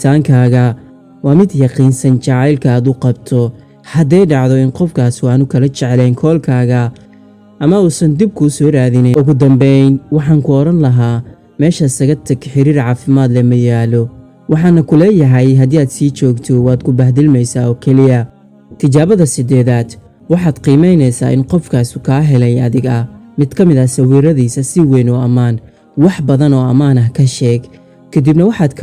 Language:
Somali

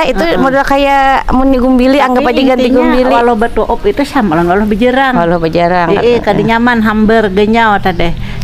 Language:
Banjar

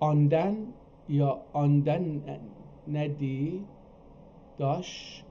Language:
South Azerbaijani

